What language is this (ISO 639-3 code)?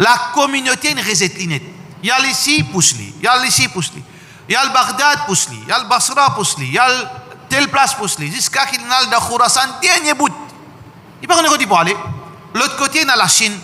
mfe